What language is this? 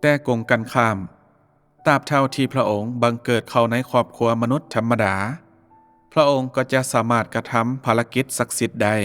Lao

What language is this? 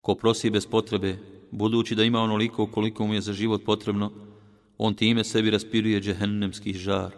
Bosnian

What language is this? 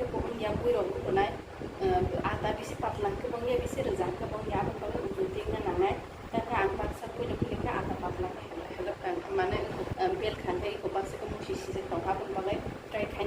Kok Borok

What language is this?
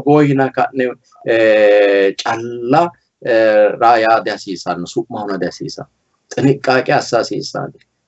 Sidamo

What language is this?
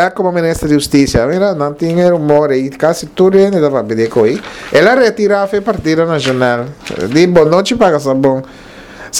Papiamento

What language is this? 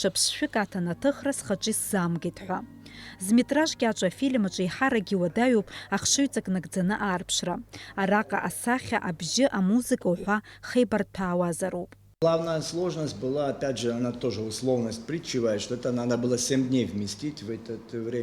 Abkhazian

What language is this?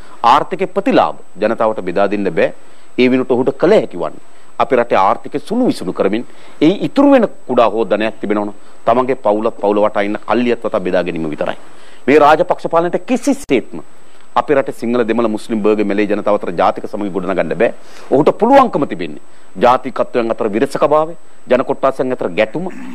Sinhala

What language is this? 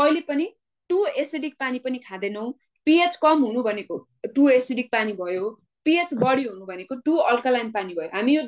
Nepali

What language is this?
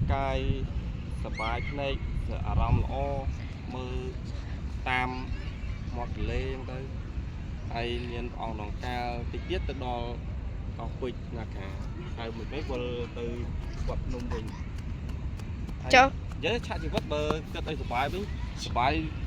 Khmer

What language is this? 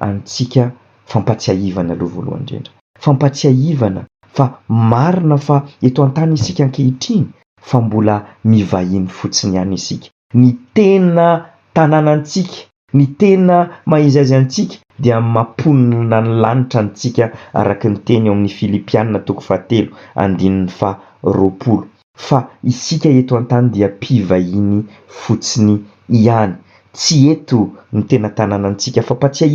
Malagasy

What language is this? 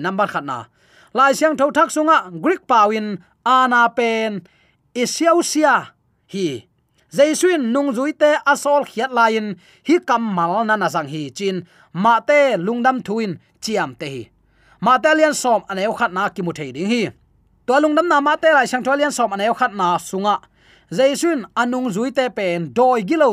Tedim Chin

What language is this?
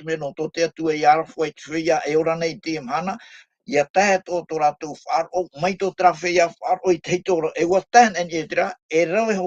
Tahitian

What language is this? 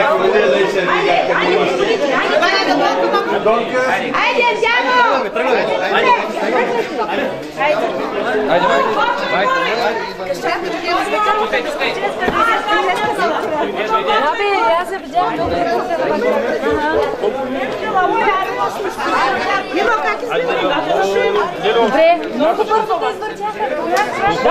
Bulgarian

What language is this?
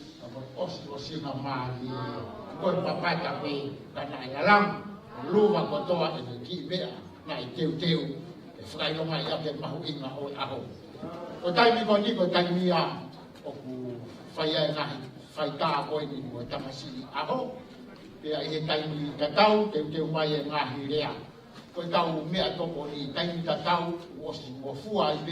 Tongan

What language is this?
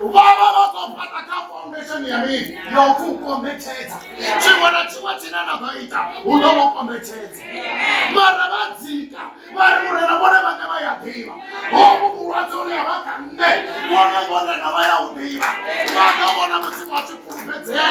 Venda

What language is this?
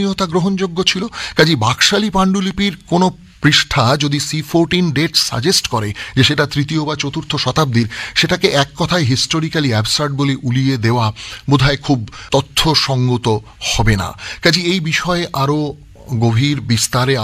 Bangla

